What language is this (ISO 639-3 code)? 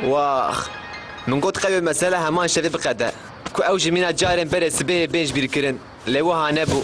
kur